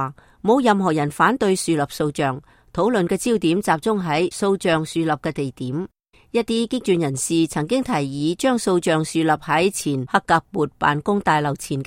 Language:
Cantonese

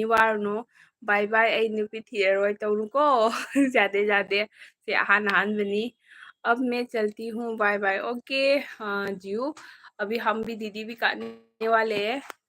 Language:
Manipuri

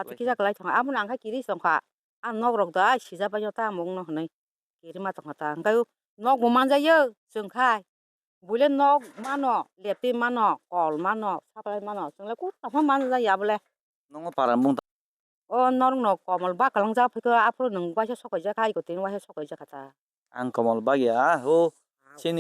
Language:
Kok Borok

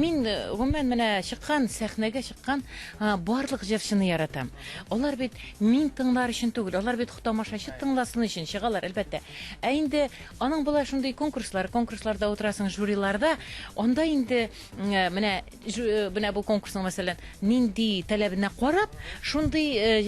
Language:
Tatar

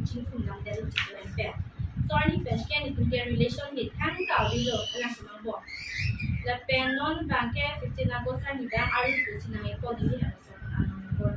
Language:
Karbi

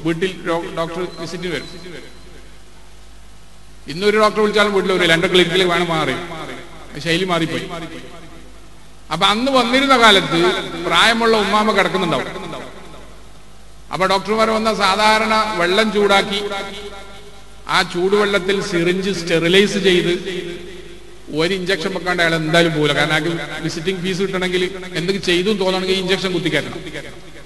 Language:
Malayalam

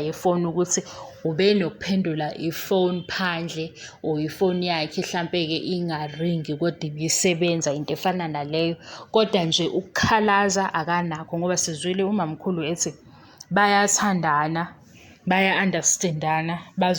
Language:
Zulu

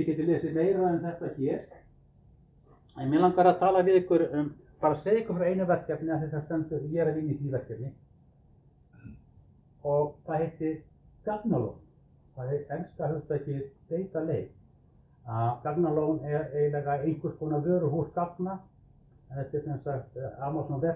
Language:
Icelandic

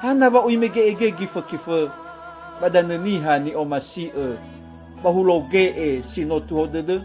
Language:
Nias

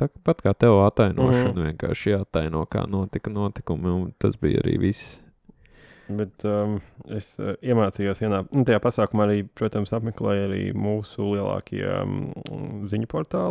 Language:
Latvian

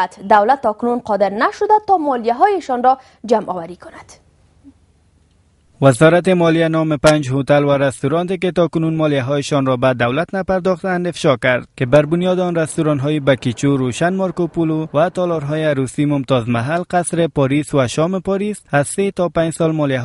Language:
Persian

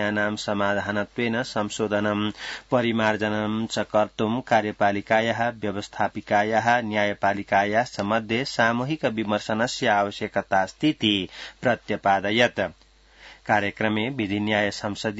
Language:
Sanskrit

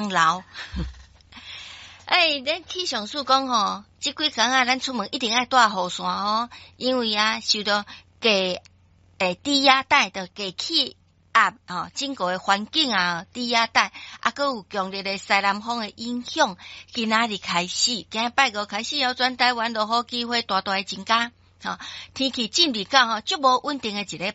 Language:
Min Nan Chinese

